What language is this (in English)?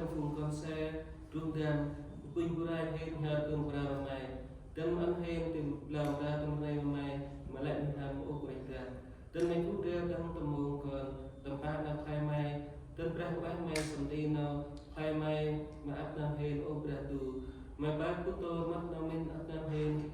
Central Mnong